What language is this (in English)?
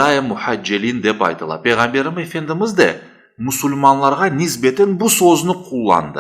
Crimean Tatar